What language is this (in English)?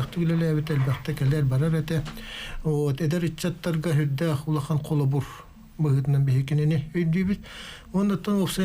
Yakut